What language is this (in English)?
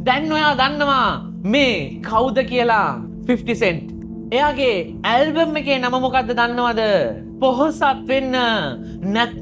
Sinhala